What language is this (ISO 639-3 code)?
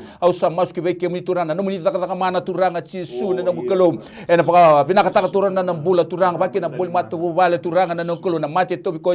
fij